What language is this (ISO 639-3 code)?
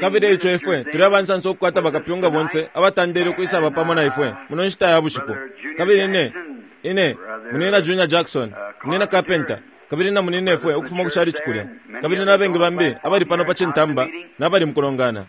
bem